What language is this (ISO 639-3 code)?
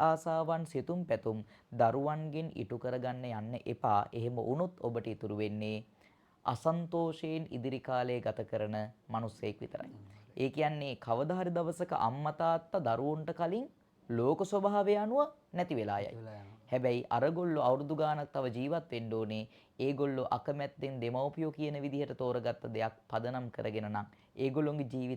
sin